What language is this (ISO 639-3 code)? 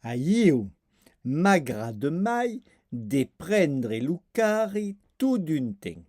oci